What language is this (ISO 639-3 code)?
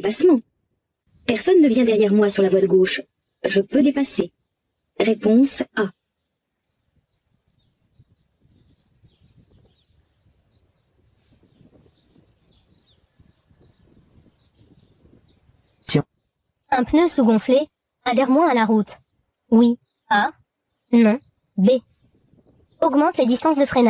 fra